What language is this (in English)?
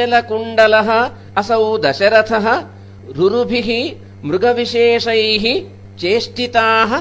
Sanskrit